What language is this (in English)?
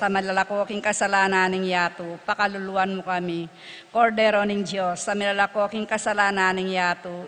Pampanga